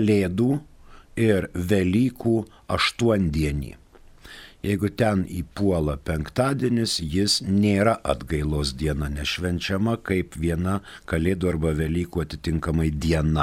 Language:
Lithuanian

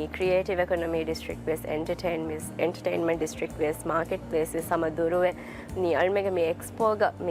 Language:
Divehi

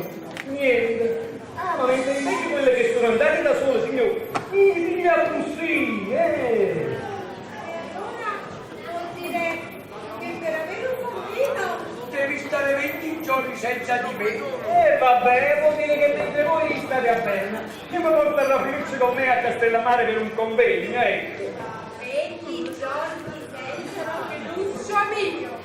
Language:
Neapolitan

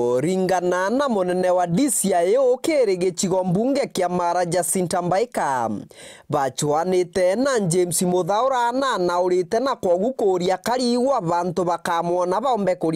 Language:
Meru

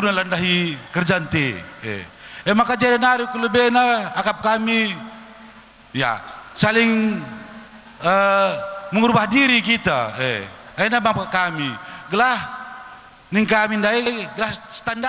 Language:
Batak Karo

